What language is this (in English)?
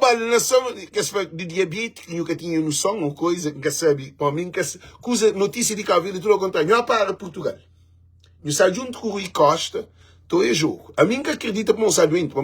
Kabuverdianu